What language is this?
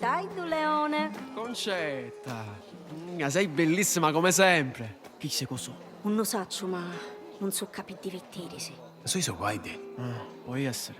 Sicilian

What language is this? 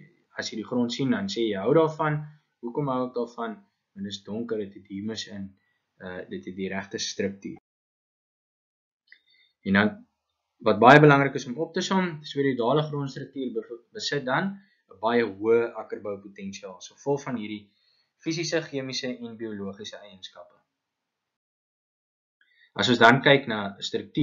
Afrikaans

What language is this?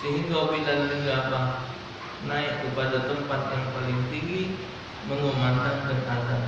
Musi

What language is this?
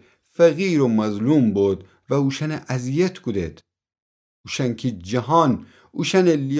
Gilaki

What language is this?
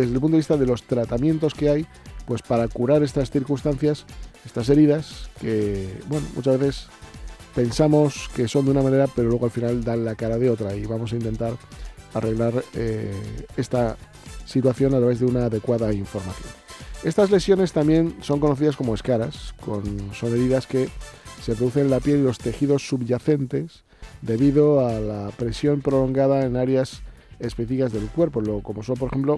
Spanish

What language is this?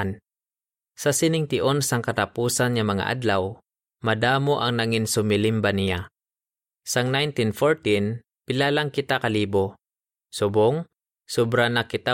Hiligaynon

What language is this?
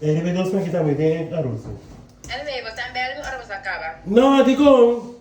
Papiamento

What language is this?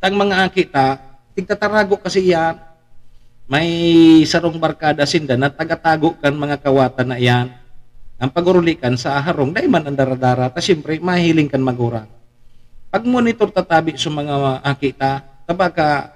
Bikol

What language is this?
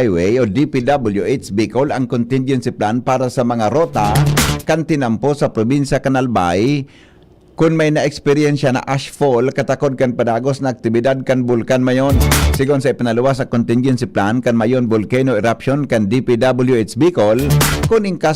Bikol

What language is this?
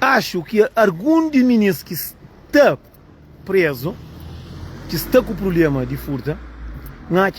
Kabuverdianu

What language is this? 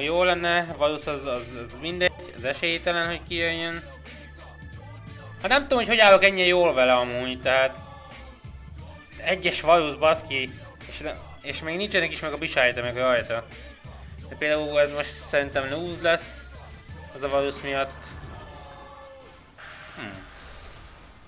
Hungarian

